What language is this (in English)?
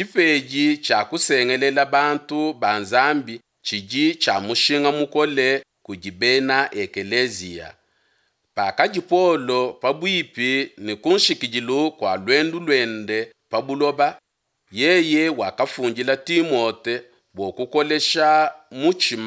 Luba-Lulua